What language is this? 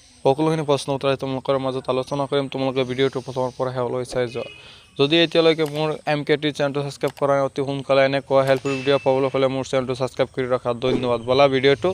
Assamese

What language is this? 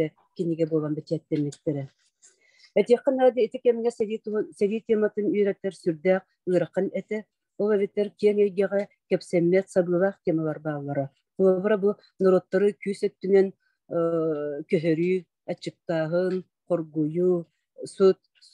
Yakut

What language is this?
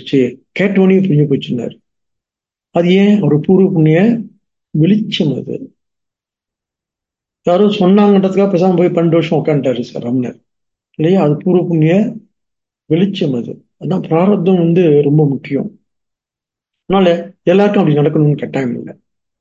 Tamil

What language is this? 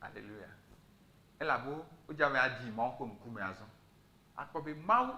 Ewe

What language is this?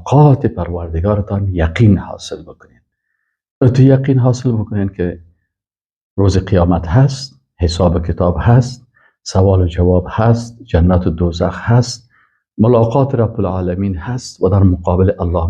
Persian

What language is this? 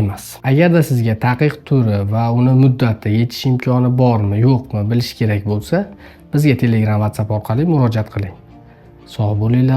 Uzbek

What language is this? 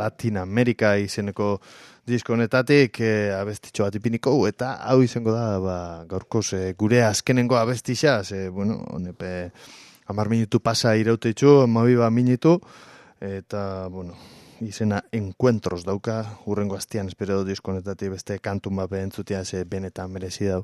Basque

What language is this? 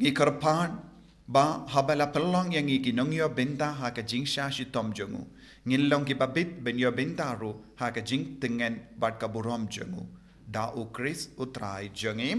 Khasi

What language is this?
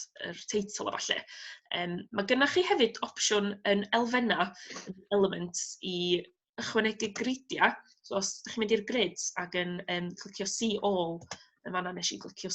Welsh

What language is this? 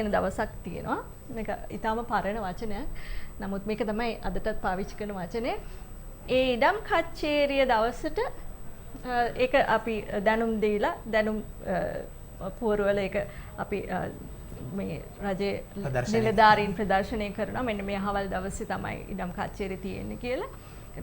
Sinhala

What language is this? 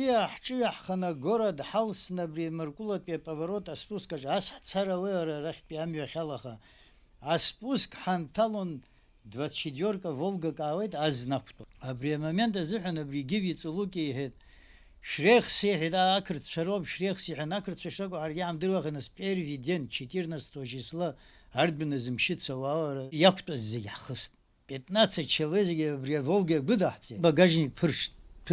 Abkhazian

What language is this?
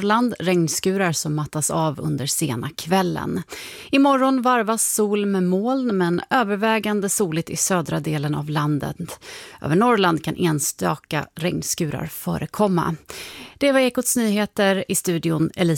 Swedish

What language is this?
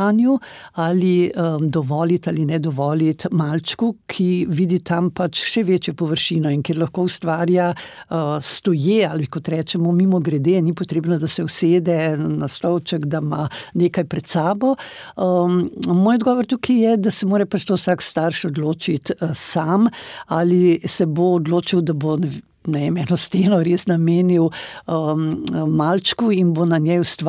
Slovenian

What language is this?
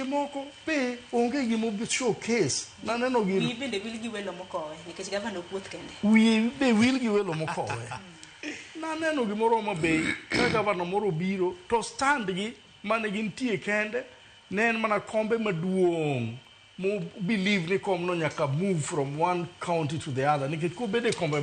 Luo (Kenya and Tanzania)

